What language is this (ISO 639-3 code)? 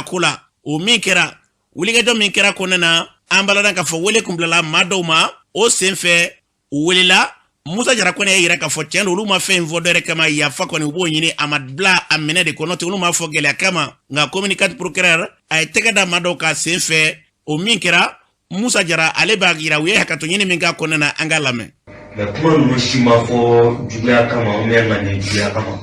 bam